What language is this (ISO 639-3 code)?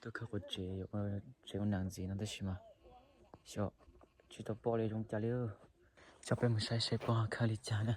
hmn